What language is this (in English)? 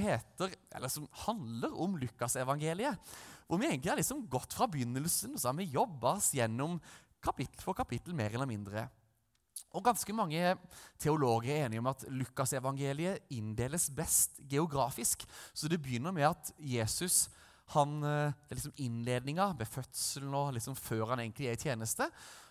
Norwegian